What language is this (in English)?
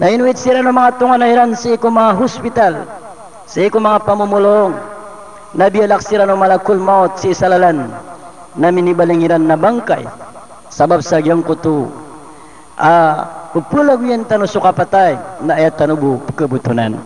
Maranao